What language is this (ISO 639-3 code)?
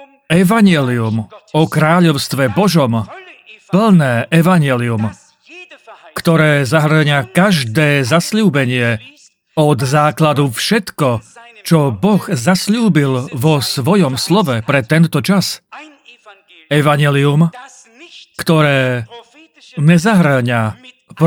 slk